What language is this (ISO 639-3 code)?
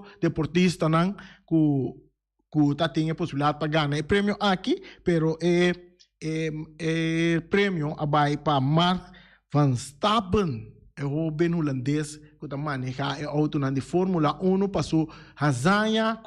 pap